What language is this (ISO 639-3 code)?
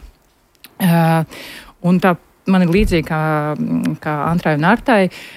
lav